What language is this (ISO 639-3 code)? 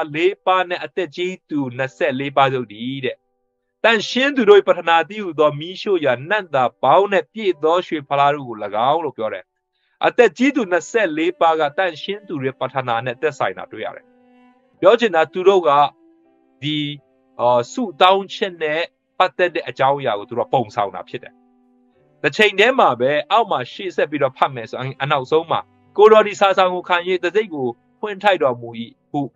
mya